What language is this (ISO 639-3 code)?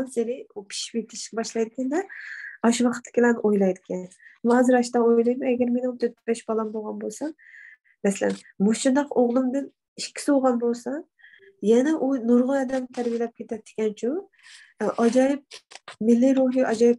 uig